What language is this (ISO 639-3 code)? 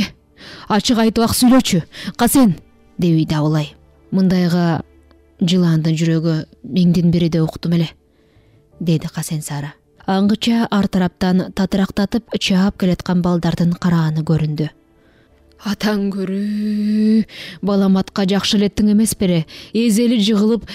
kir